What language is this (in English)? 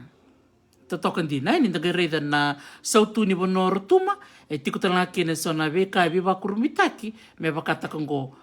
Fijian